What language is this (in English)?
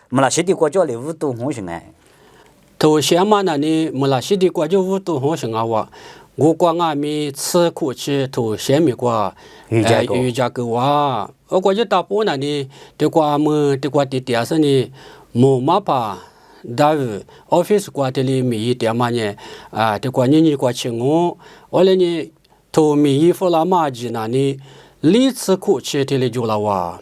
Lisu